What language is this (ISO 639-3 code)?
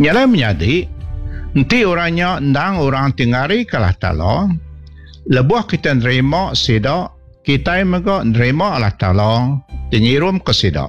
iba